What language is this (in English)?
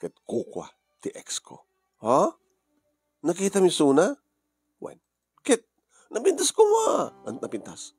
Iloko